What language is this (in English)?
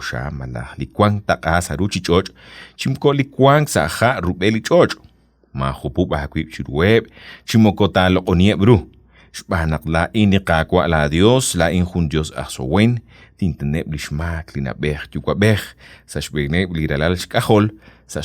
Kekchí